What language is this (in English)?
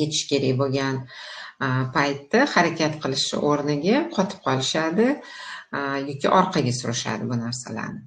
Uzbek